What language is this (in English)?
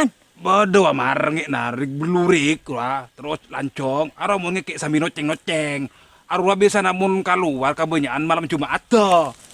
Madurese